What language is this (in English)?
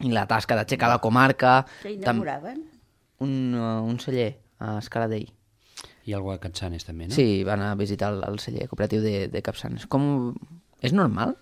Catalan